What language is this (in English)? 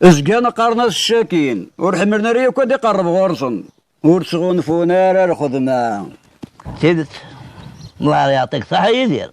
Kabyle